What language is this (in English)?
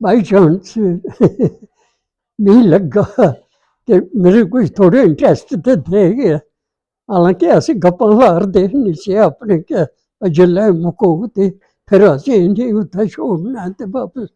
Dogri